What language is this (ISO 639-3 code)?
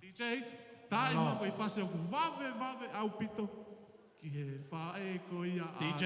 ton